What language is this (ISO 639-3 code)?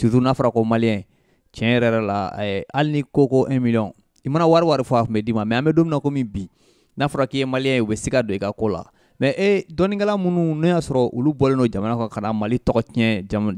bam